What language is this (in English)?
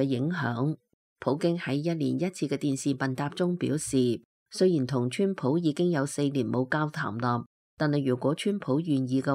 Cantonese